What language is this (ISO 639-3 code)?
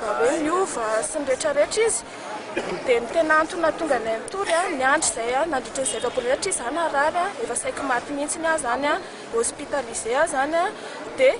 mlg